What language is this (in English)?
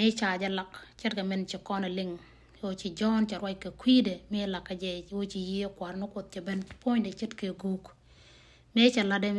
Nuer